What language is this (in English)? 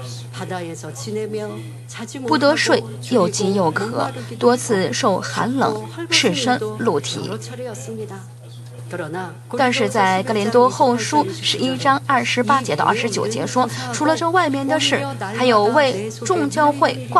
Chinese